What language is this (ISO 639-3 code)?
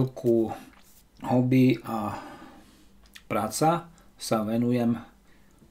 slk